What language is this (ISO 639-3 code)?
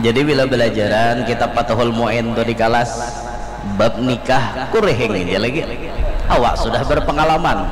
bjn